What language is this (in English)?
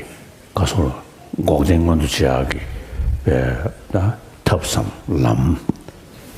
Tibetan